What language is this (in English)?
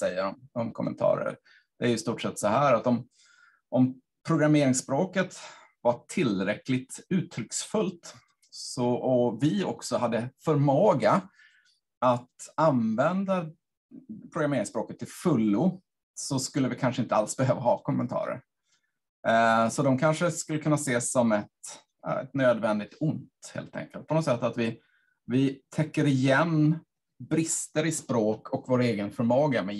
Swedish